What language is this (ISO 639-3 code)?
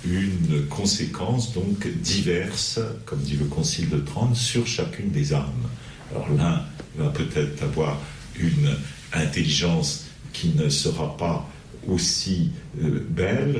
fra